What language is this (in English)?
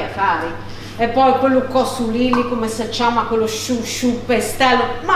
Ligurian